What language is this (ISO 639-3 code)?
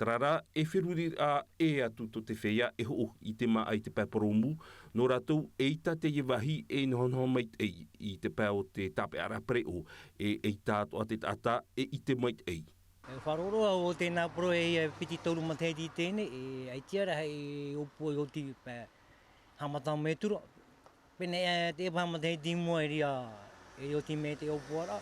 tah